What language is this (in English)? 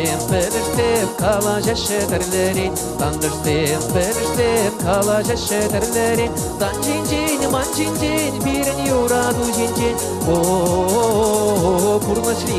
Chuvash